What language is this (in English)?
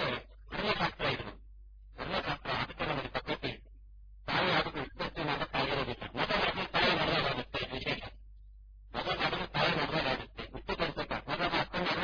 Kannada